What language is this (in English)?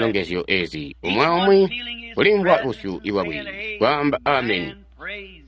Tonga (Zambia)